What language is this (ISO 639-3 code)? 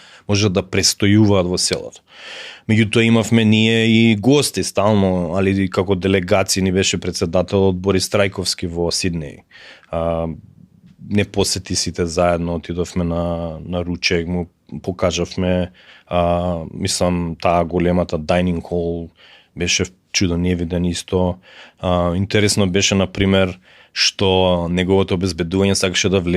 mkd